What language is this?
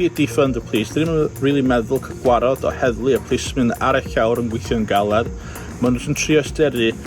Welsh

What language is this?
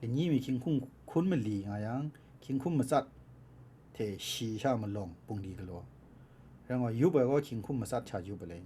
Kachin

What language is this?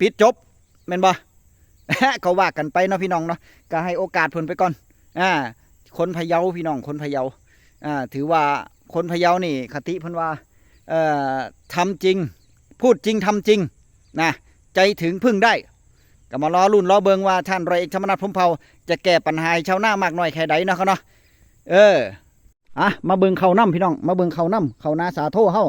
Northeastern Thai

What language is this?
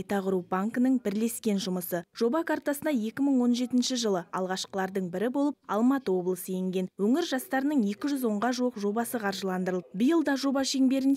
Kazakh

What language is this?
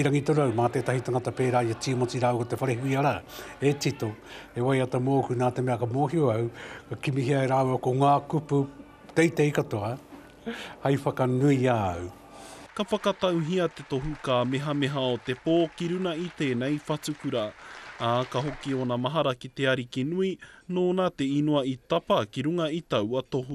Māori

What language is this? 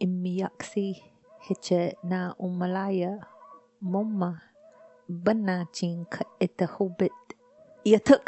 Choctaw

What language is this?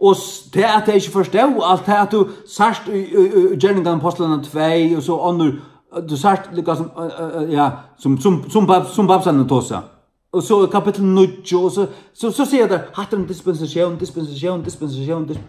Faroese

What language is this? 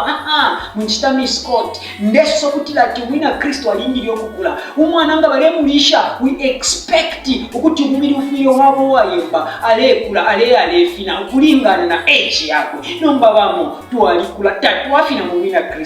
Bemba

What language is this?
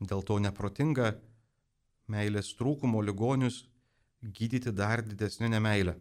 Lithuanian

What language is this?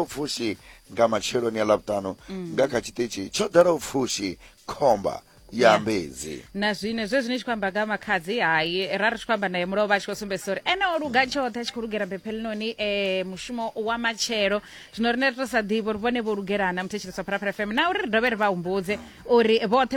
Venda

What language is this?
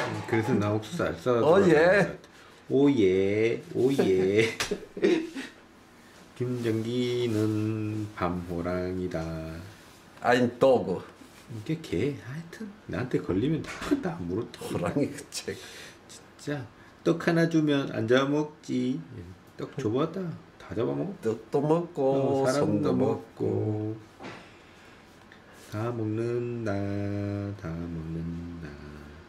Korean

